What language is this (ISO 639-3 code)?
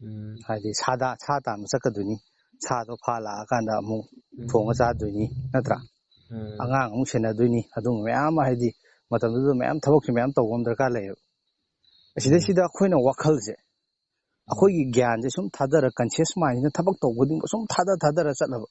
mni